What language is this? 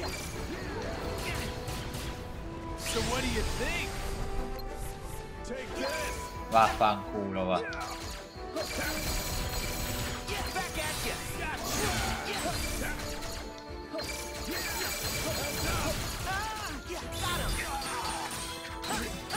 Italian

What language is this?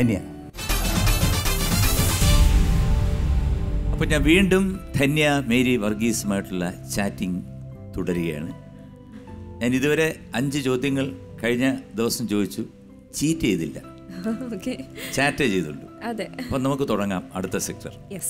Malayalam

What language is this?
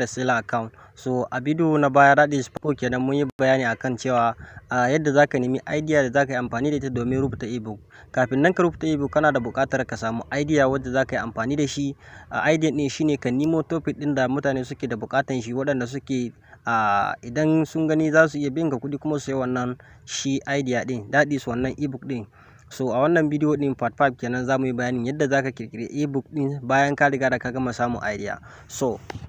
Hausa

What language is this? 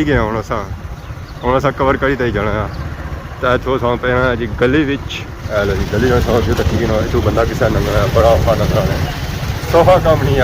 Pahari-Potwari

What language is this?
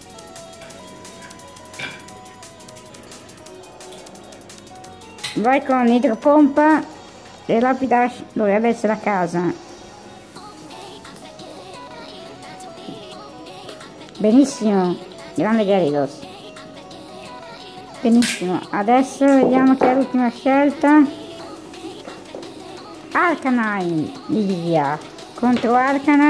Italian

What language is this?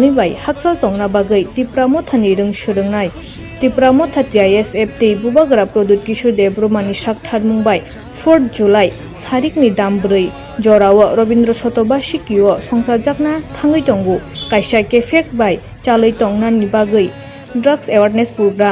Kok Borok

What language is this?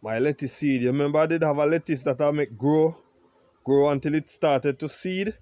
Jamaican Creole English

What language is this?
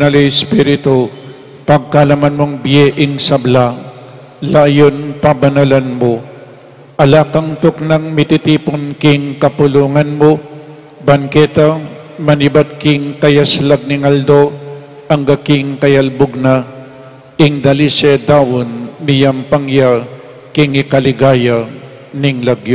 Pampanga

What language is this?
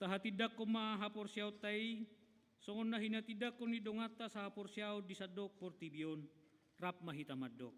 Batak Toba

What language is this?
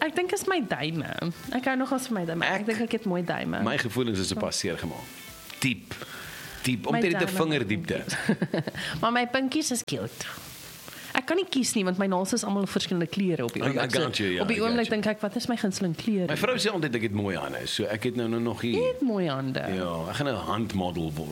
Afrikaans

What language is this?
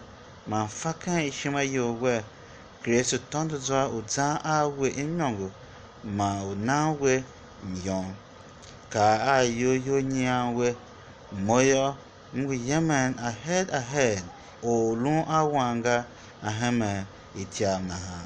Tiv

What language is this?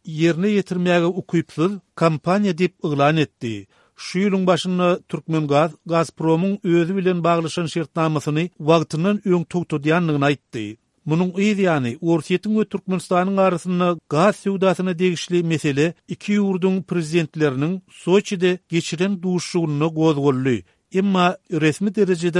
Turkmen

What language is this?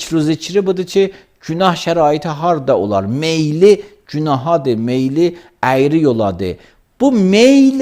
Azerbaijani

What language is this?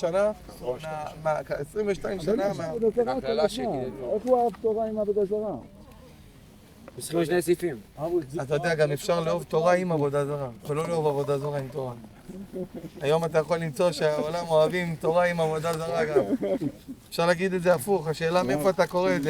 Hebrew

